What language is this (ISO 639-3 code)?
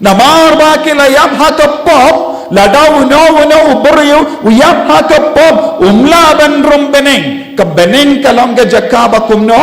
kha